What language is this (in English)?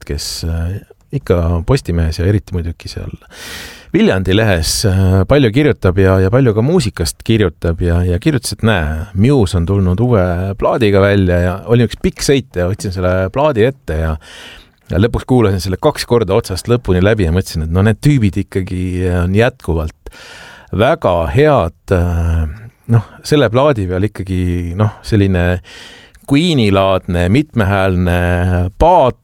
Estonian